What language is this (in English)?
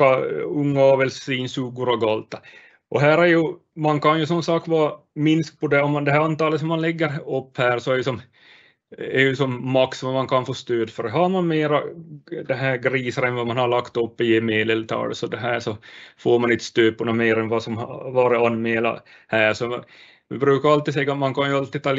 Swedish